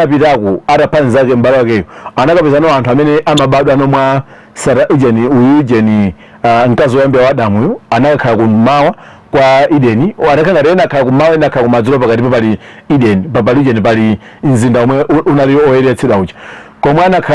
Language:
Nyanja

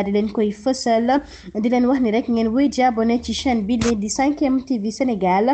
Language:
Wolof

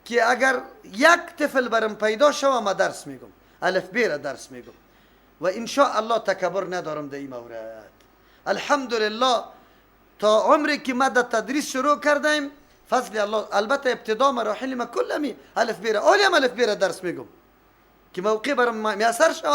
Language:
Persian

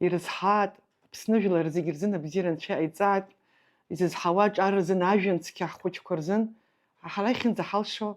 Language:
Abkhazian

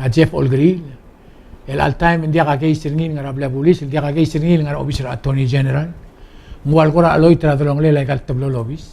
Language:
Palauan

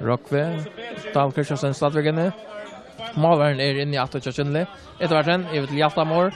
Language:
Faroese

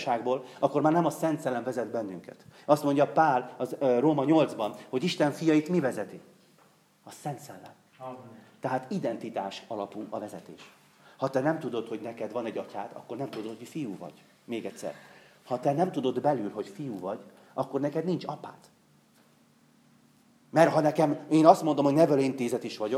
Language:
Hungarian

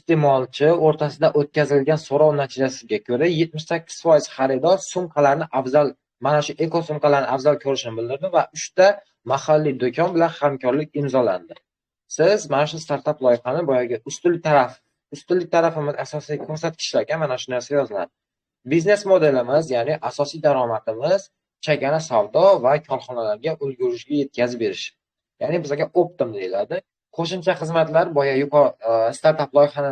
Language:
Uzbek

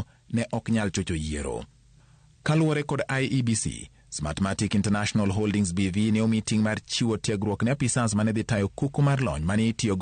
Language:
Luo (Kenya and Tanzania)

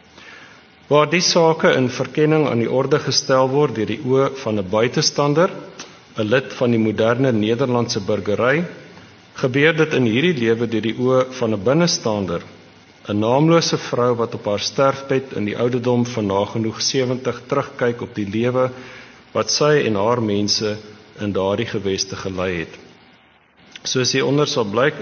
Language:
Afrikaans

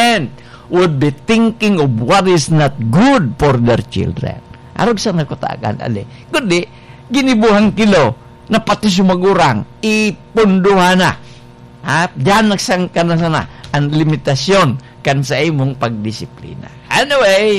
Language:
Bikol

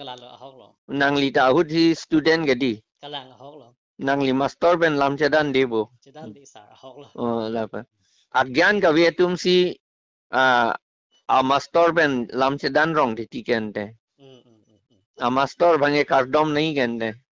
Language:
Karbi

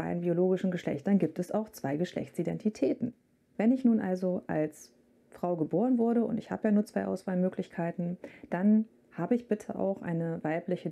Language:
German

